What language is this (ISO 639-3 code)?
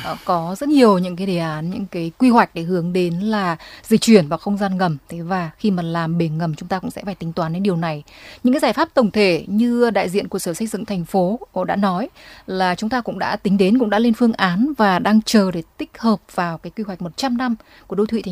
vie